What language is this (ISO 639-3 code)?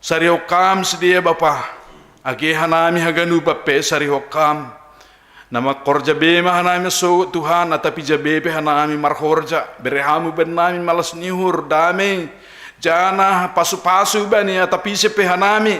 bts